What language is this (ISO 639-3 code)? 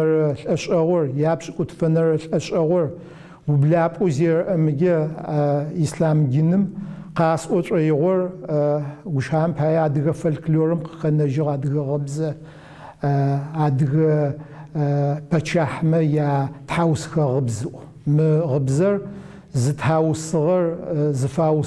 ady